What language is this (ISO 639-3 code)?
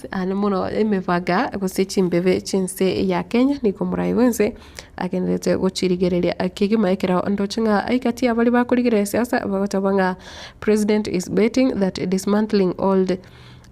guz